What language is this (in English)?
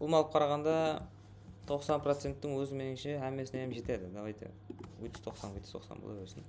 Kara-Kalpak